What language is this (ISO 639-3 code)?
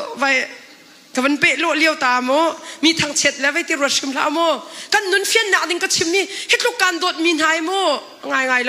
cnh